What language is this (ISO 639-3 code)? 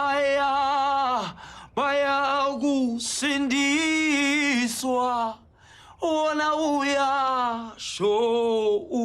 zul